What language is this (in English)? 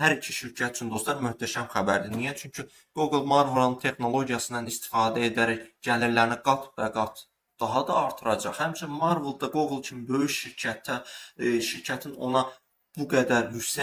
Azerbaijani